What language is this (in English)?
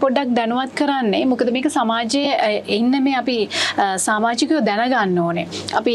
Sinhala